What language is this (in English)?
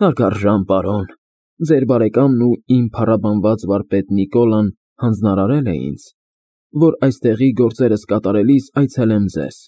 Armenian